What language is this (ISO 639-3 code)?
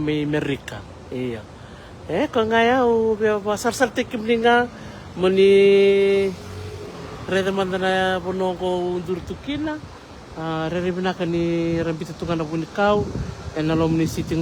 fij